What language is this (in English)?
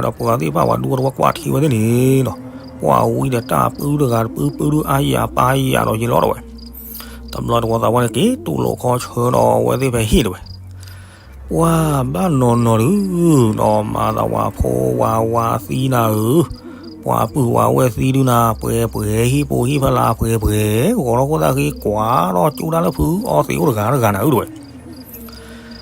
S'gaw Karen